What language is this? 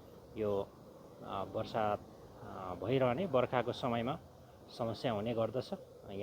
Nepali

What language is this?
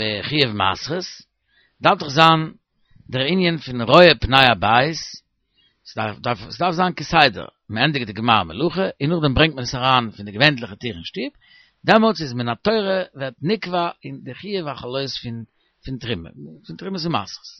Yiddish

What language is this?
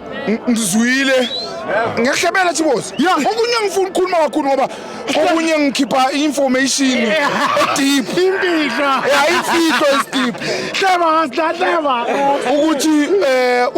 Zulu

